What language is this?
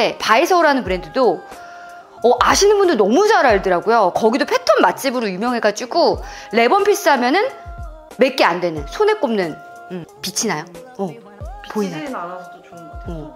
Korean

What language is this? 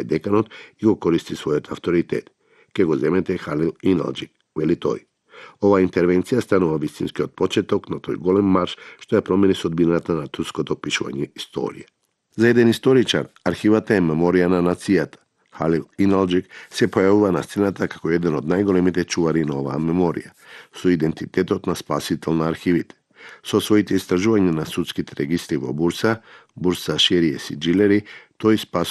Macedonian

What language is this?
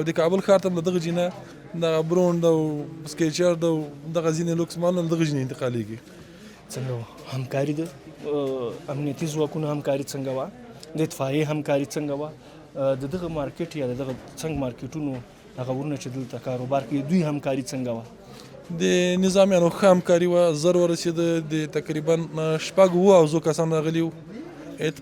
Pashto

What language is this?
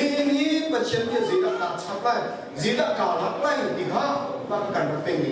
Hakha Chin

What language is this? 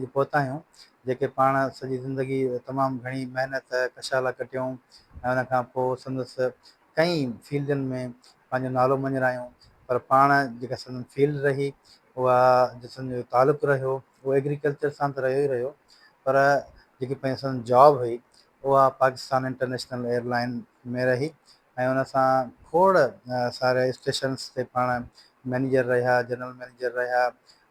Sindhi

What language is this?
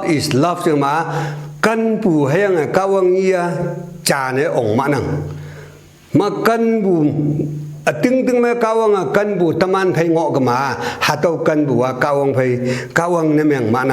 Konyak Naga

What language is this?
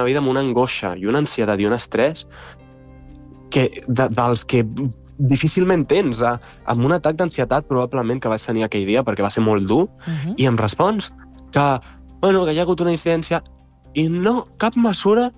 Catalan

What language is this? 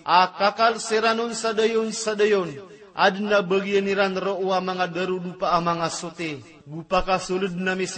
Maranao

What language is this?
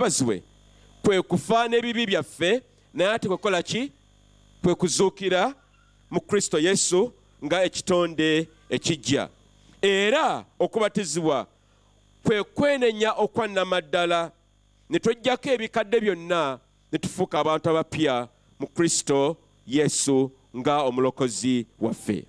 Ganda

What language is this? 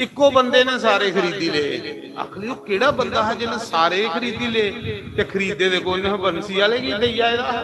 Dogri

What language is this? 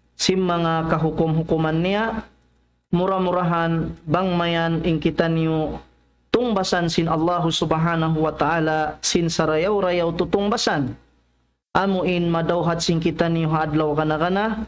Tausug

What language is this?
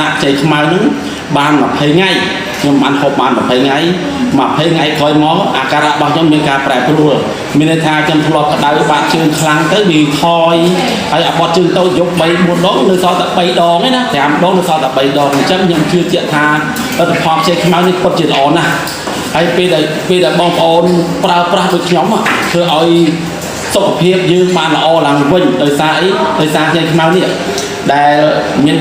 Khmer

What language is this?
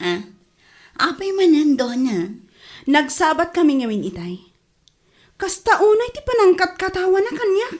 Iloko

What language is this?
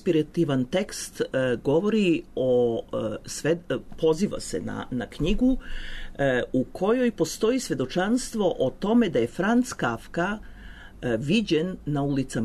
Serbian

